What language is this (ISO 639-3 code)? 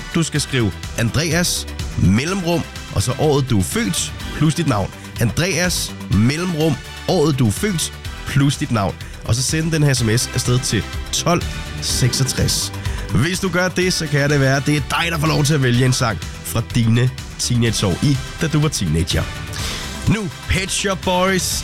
dan